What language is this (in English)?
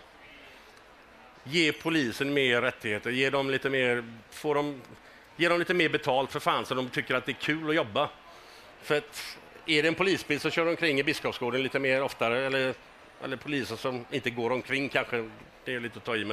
Swedish